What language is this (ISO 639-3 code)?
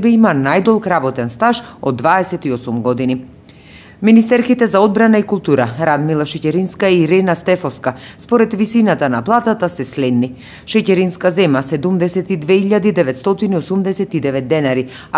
mkd